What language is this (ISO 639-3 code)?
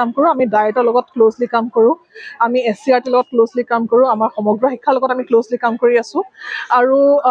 asm